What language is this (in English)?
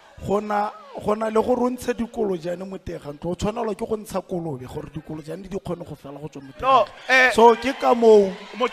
Tswana